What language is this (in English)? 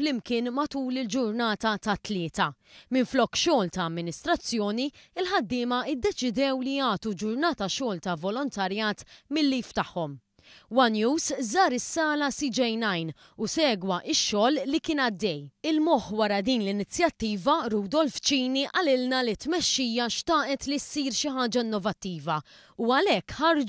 Maltese